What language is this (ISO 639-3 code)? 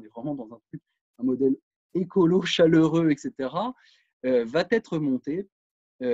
fra